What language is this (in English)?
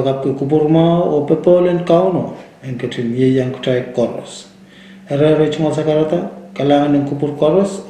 Pohnpeian